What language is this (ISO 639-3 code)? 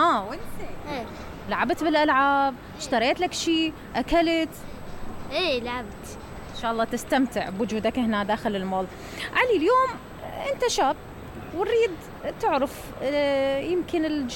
acm